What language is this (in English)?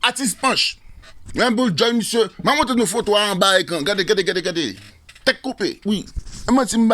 Haitian Creole